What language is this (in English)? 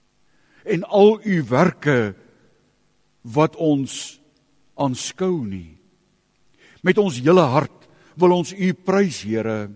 Afrikaans